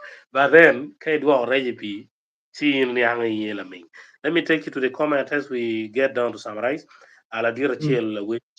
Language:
Acoli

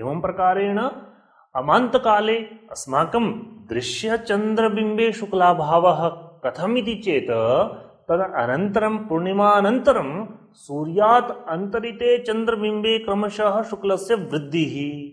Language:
Sanskrit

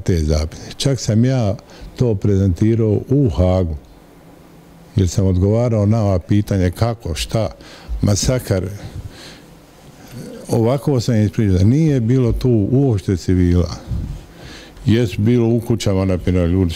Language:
Bosnian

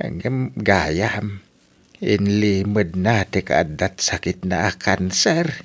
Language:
Iloko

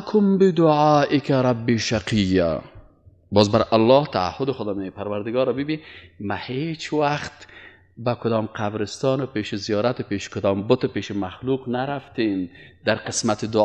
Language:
Persian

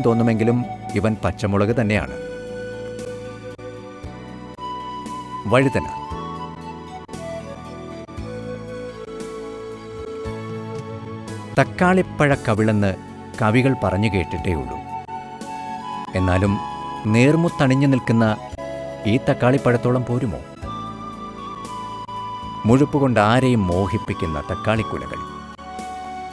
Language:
Malayalam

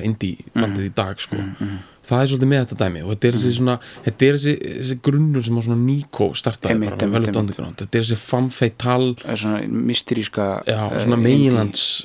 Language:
Icelandic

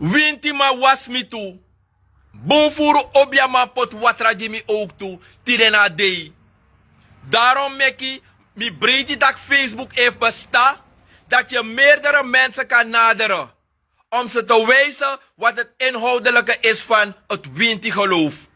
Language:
Sranan Tongo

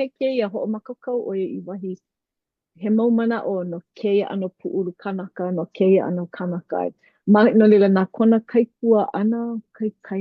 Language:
Hawaiian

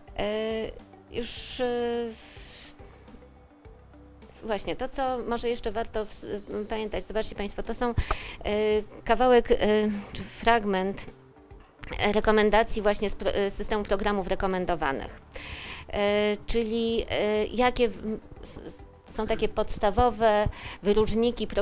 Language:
Polish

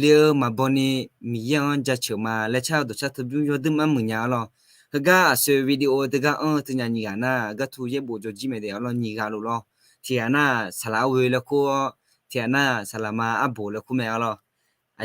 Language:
Akha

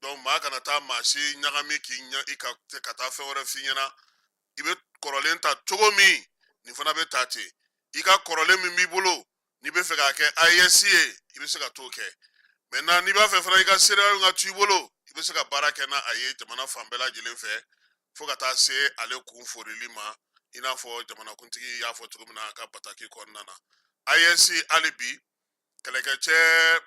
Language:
Bambara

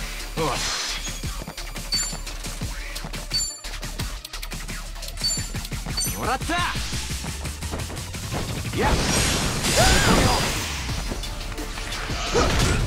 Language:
Japanese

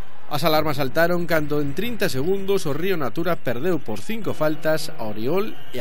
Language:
Galician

